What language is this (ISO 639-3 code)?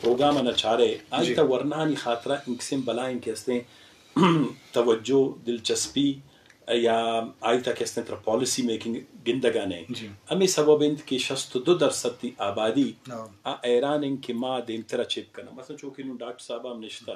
bgp